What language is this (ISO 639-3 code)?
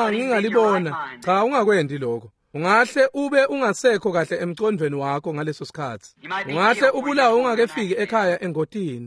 ssw